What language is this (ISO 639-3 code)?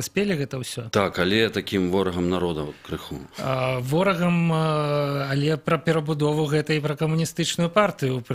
bel